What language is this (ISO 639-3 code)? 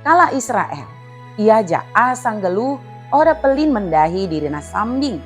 btd